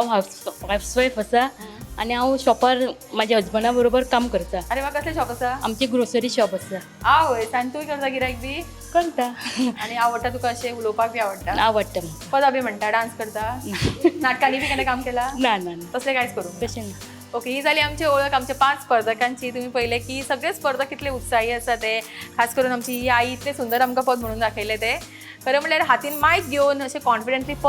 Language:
Konkani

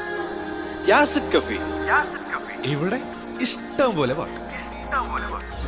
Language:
Malayalam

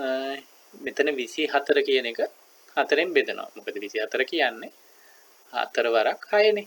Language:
Sinhala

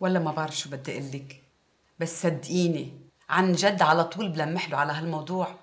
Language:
North Levantine Arabic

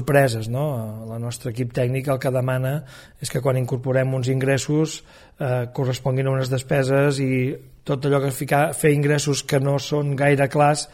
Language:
Catalan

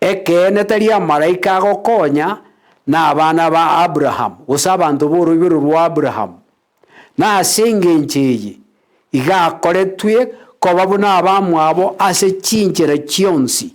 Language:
Gusii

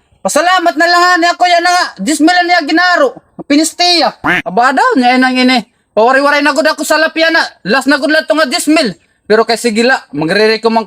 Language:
Waray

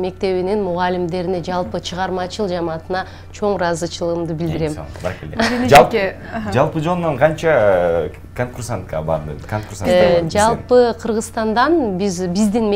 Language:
Kyrgyz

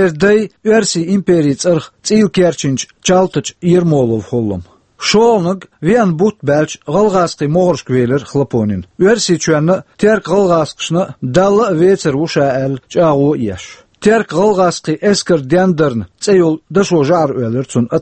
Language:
Chechen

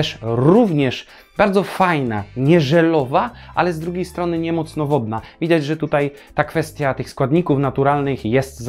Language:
Polish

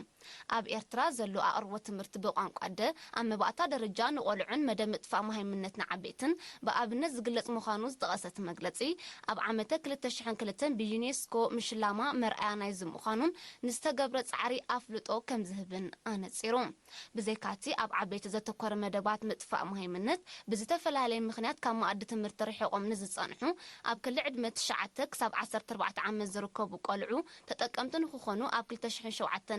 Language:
Tigrinya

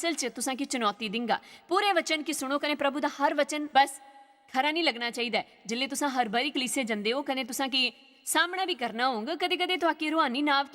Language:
Dogri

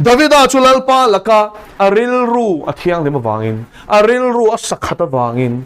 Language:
Mizo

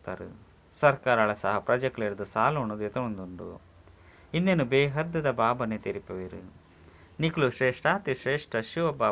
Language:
Tulu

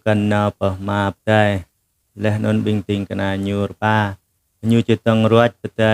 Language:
Jarai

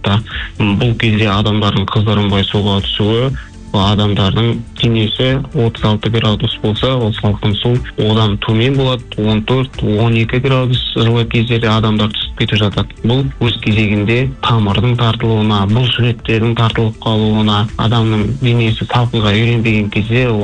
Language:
Kazakh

